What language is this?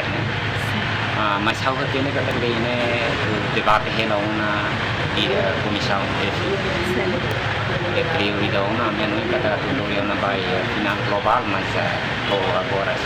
Tetum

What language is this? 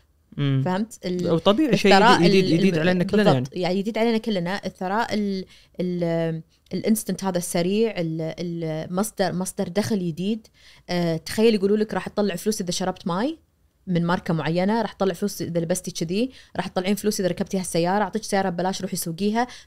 Najdi Arabic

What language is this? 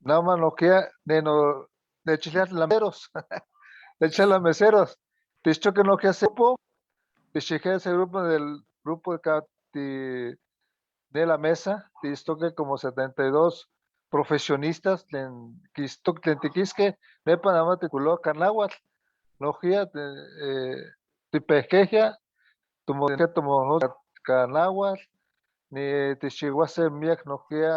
Eastern Huasteca Nahuatl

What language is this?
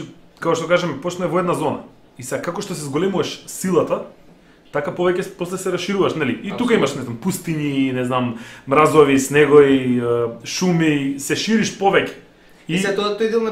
Macedonian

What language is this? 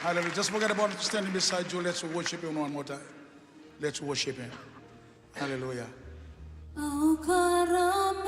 Fijian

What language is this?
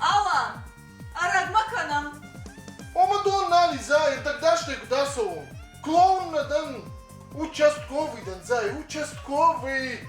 Ossetic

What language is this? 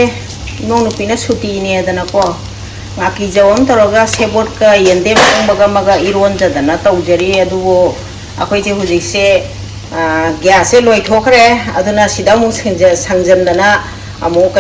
Manipuri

